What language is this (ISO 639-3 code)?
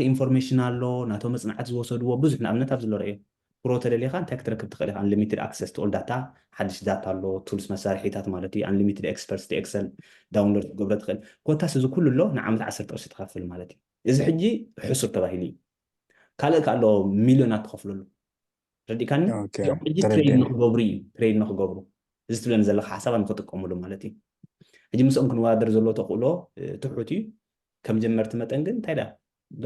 tir